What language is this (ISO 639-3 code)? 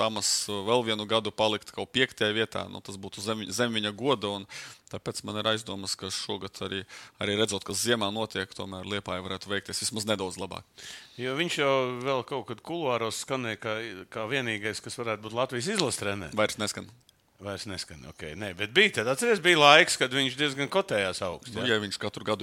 lav